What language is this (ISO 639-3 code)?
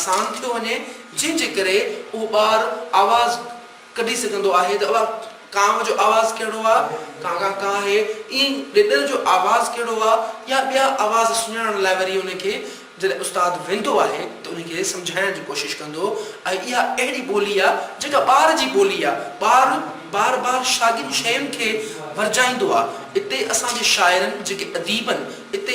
snd